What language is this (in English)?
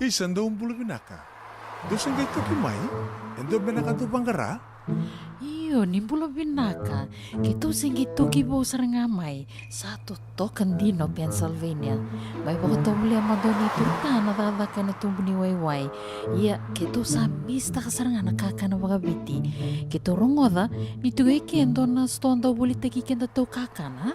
Fijian